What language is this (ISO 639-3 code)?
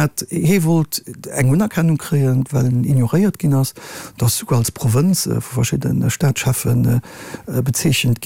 ltz